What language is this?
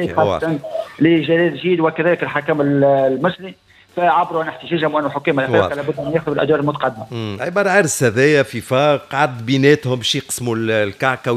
Tunisian Arabic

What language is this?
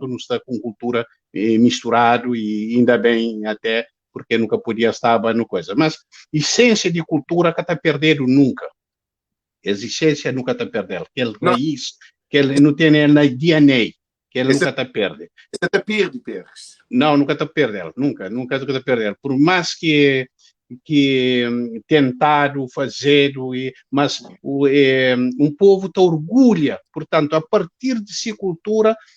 Kabuverdianu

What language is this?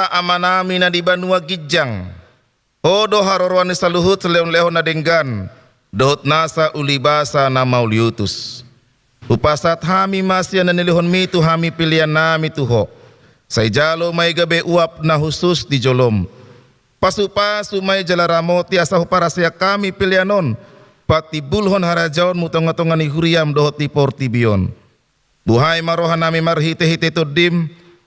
Batak Toba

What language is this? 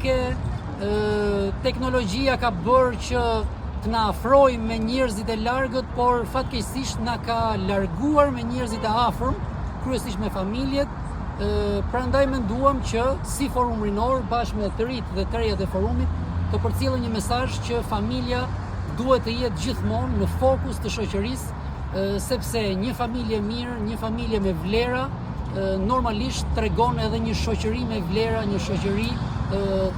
Albanian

